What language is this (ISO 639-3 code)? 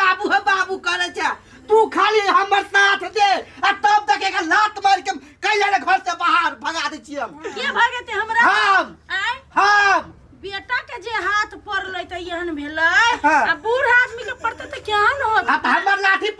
mai